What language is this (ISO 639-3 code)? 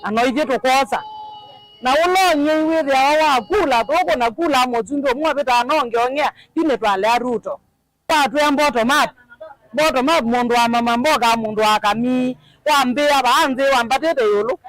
kam